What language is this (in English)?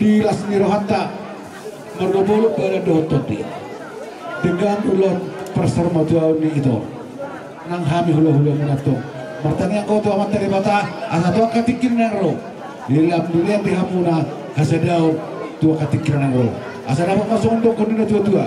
Batak Toba